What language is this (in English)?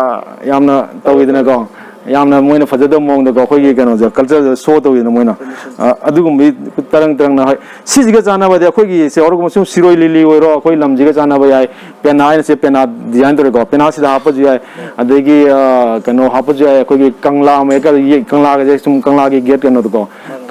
Manipuri